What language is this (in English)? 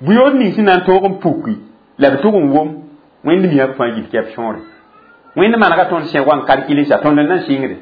Mossi